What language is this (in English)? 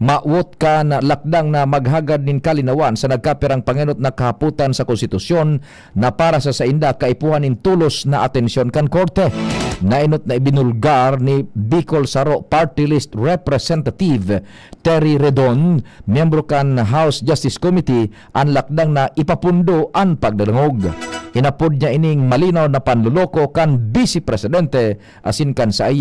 Bikol